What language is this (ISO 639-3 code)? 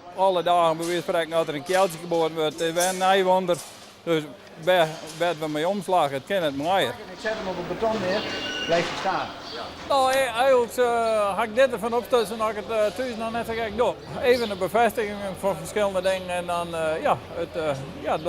fry